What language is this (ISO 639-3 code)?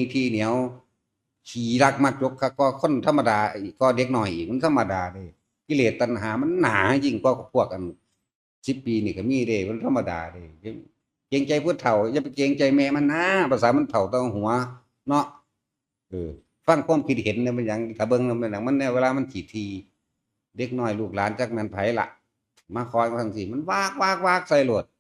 tts